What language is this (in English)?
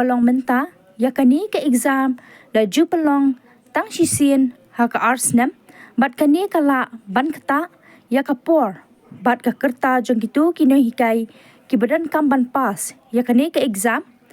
Khasi